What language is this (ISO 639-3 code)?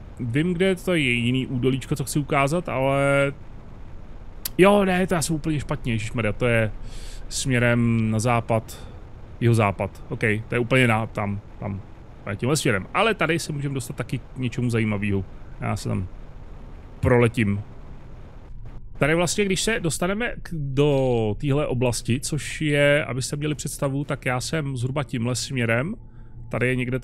ces